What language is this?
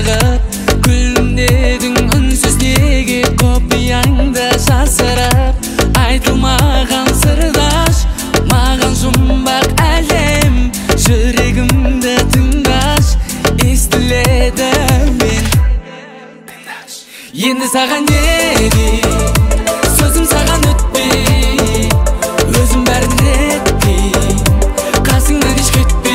Kazakh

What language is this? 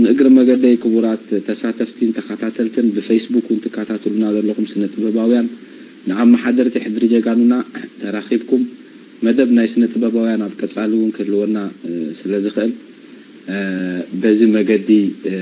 Tigrinya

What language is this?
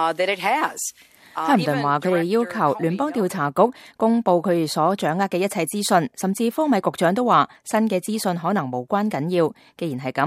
Cantonese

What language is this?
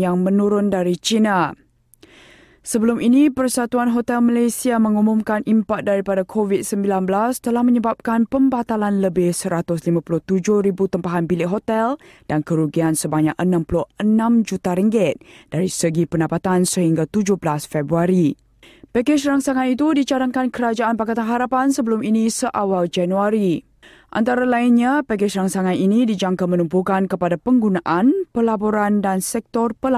Malay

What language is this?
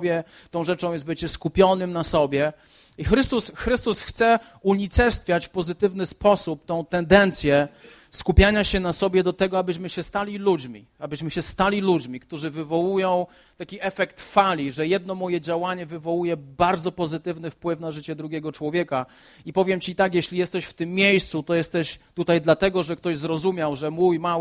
Polish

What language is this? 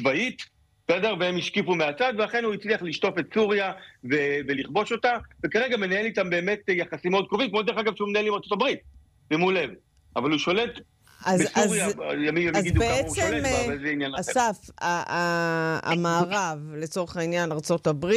Hebrew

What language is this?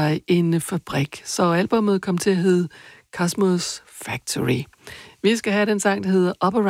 Danish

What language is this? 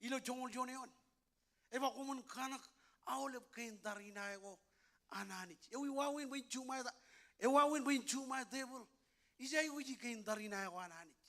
Marshallese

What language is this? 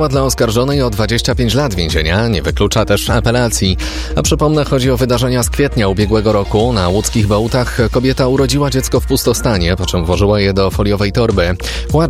Polish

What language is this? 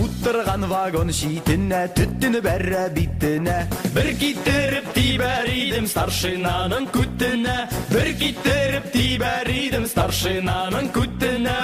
Bashkir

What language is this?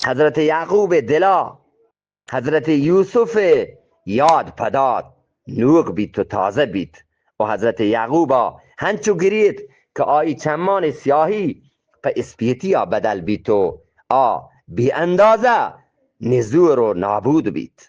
Eastern Balochi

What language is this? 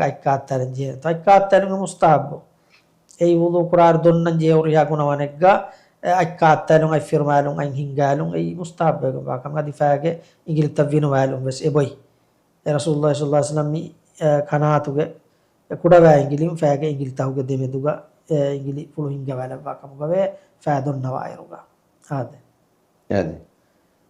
Divehi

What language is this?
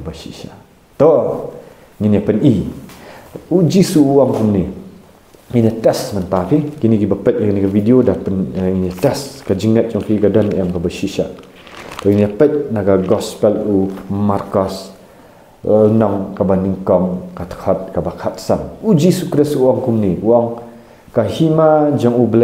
Khasi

